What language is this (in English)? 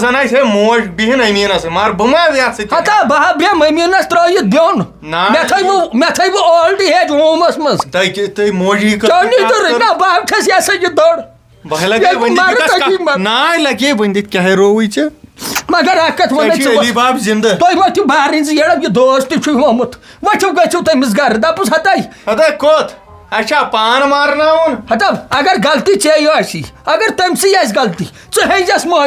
Kashmiri